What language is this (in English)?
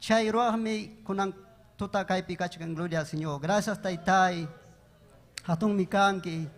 Ayacucho Quechua